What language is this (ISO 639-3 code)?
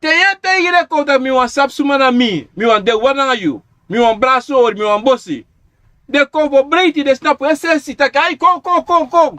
srn